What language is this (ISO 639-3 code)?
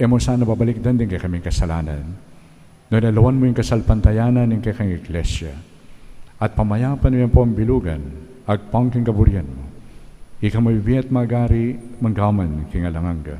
pam